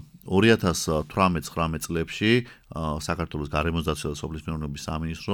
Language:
Georgian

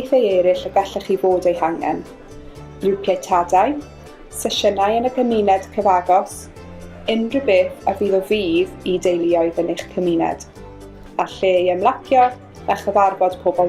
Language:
Welsh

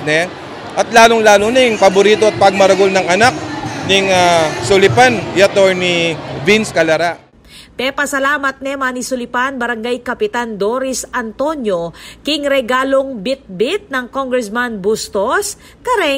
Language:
Pampanga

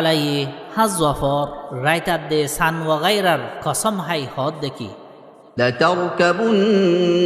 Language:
Rohingya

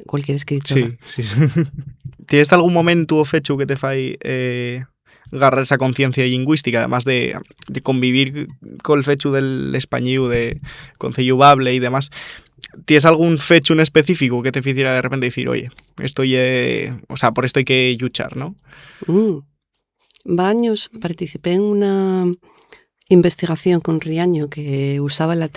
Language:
Asturian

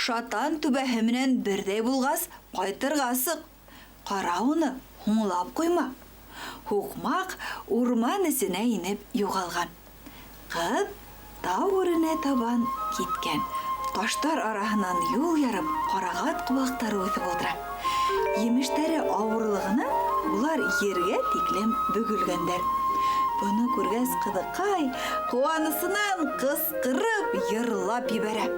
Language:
Bashkir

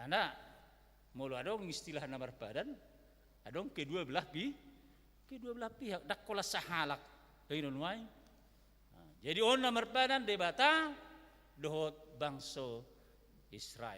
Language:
Batak Toba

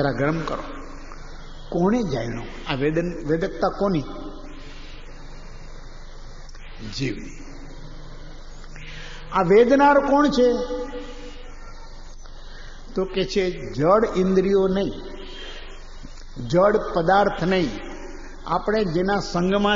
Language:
Gujarati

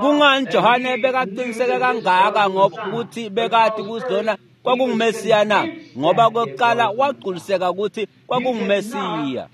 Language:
Swati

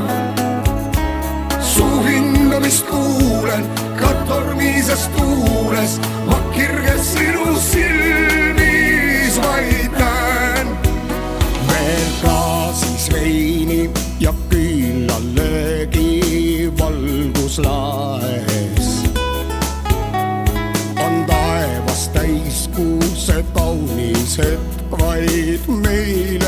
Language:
Estonian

